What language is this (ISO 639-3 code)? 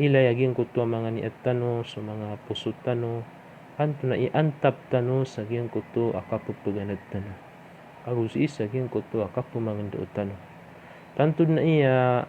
mrw